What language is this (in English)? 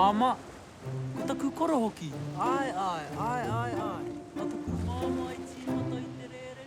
Māori